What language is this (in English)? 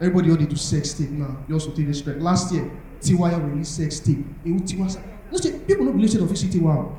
Nigerian Pidgin